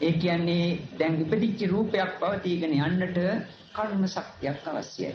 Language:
Sinhala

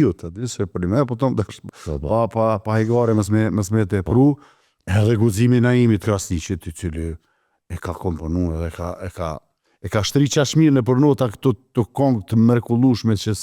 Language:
Albanian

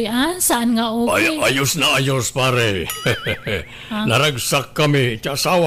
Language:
Iloko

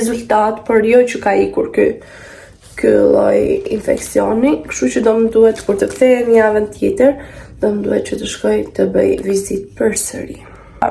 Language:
Albanian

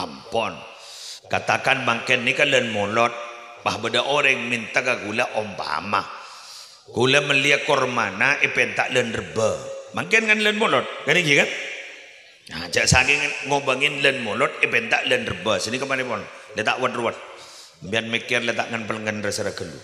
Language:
Madurese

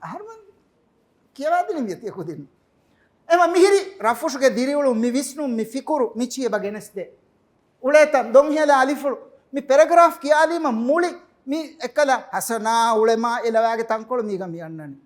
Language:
Divehi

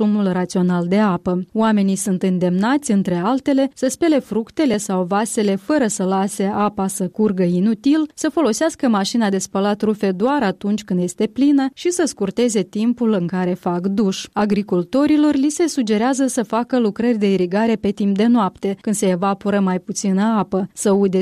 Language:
Romanian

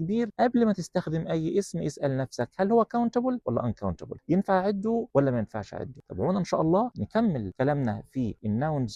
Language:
Egyptian Arabic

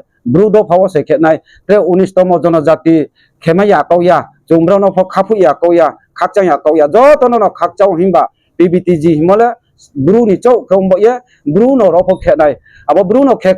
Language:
Riang (India)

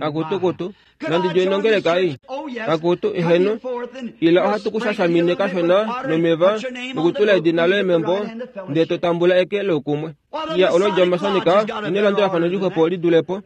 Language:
Kuanyama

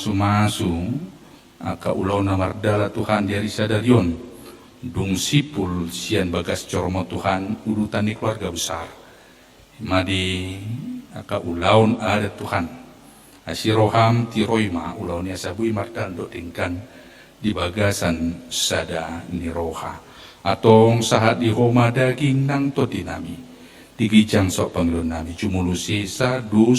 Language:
Batak Toba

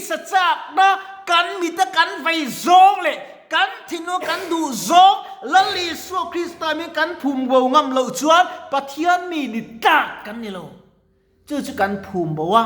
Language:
Mizo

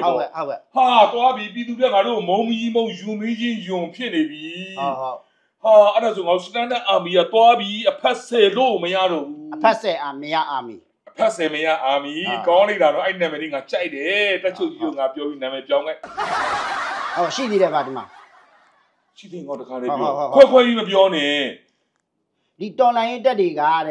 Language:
Burmese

